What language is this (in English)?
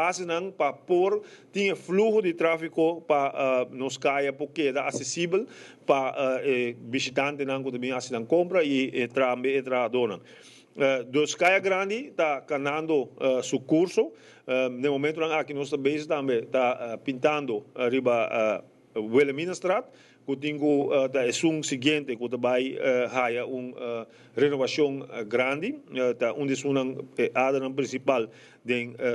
Papiamento